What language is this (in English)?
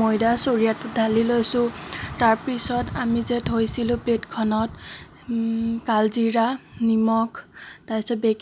Assamese